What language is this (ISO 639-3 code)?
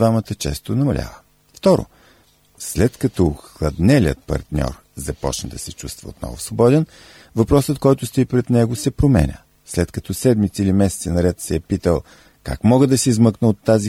bul